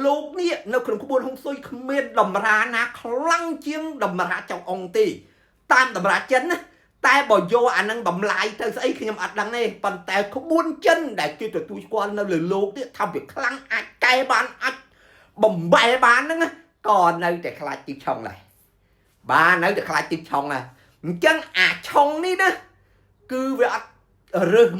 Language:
Khmer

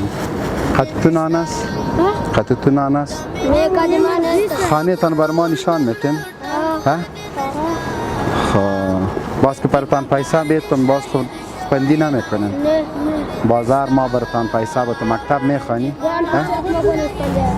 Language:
Tajik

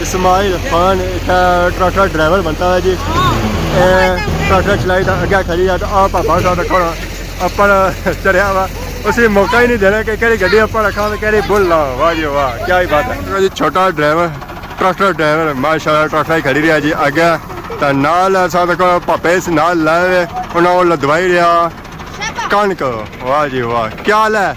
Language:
Pahari-Potwari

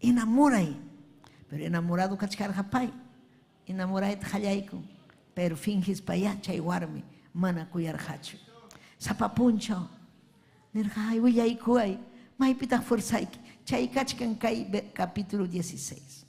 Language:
Ayacucho Quechua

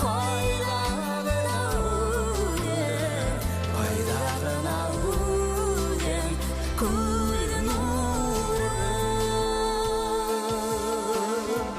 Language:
Bashkir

